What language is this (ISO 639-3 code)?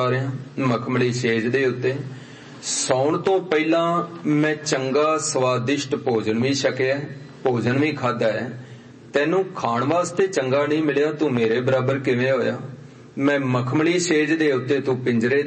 pan